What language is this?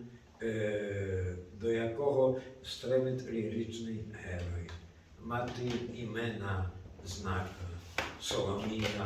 Rusyn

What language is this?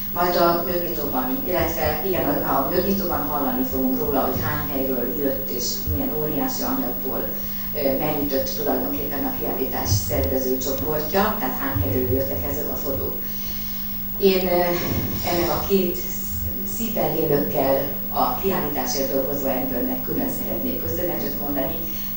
Hungarian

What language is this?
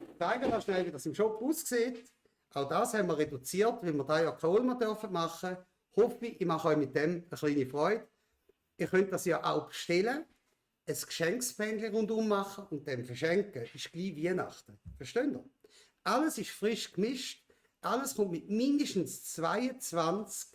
Swiss German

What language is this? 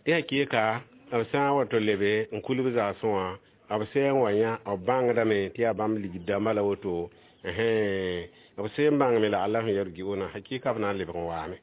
Mossi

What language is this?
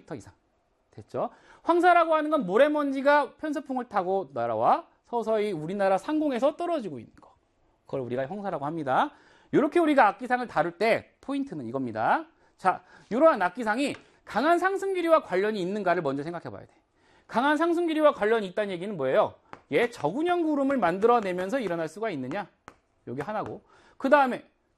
Korean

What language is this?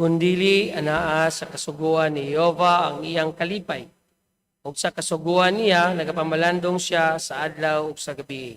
Cebuano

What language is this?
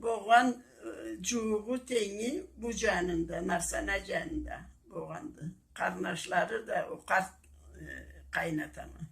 Karachay-Balkar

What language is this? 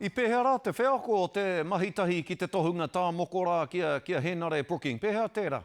Māori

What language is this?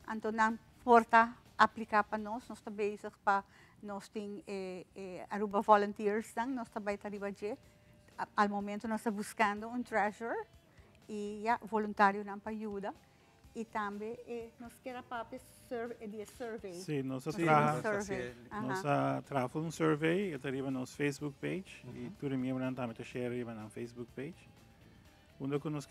Papiamento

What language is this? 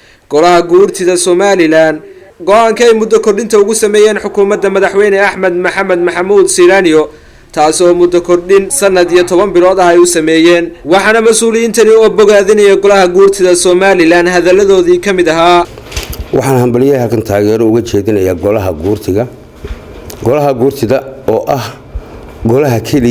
Somali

